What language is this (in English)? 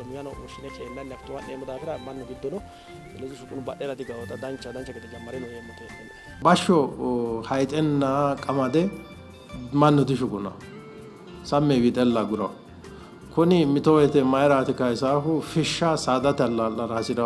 Sidamo